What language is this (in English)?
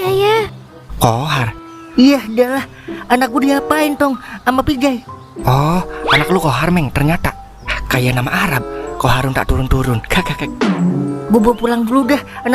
Betawi